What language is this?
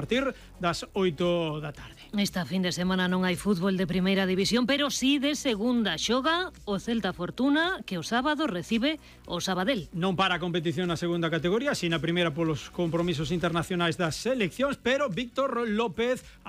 Galician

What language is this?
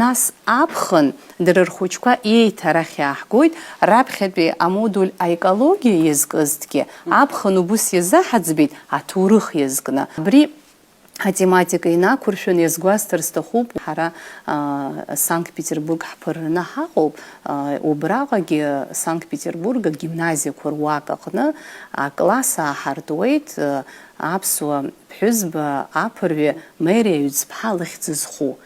Abkhazian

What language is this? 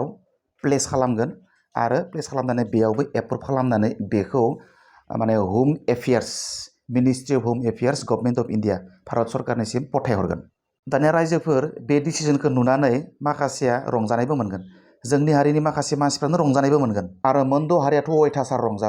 Bodo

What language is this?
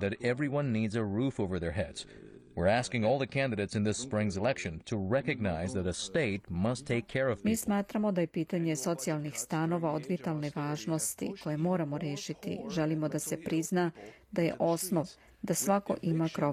Serbian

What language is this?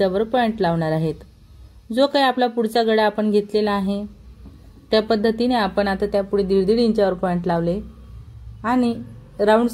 Marathi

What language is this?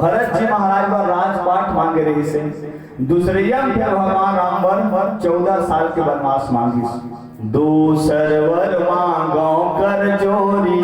Chhattisgarhi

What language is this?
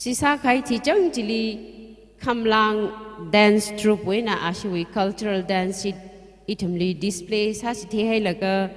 Tangkhul Naga (India)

